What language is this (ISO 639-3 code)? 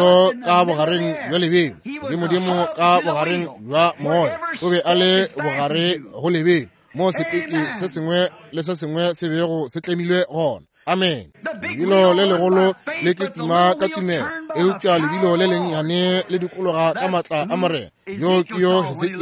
nso